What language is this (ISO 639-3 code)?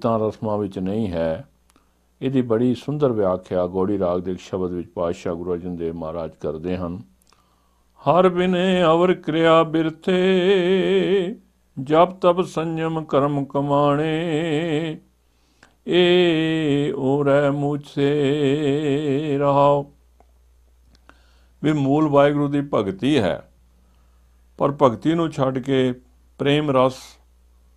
pan